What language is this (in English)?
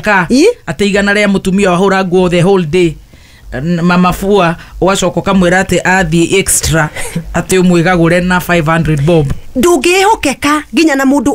Kikuyu